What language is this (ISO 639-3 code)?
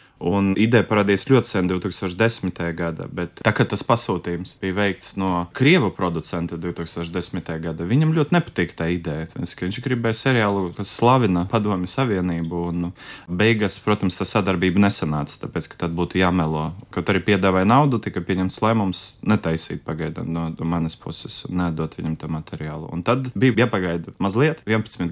lav